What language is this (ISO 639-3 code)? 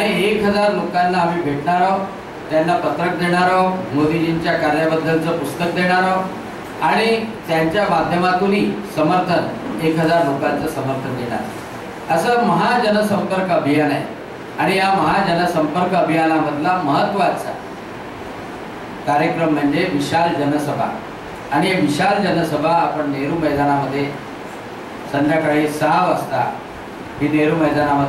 mar